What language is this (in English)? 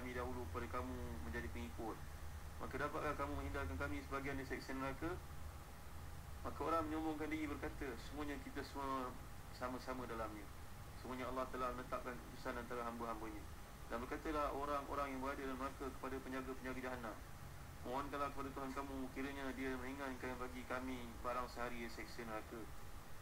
Malay